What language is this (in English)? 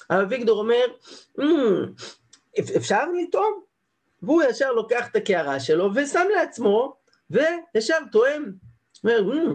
Hebrew